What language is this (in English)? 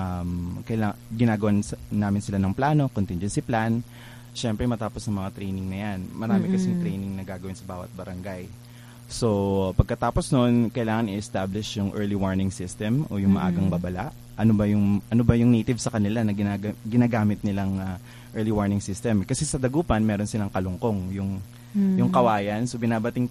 Filipino